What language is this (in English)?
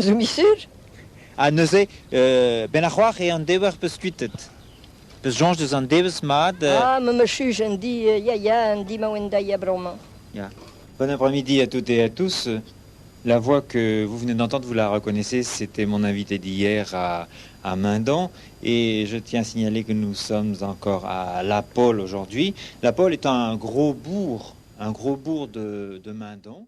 Breton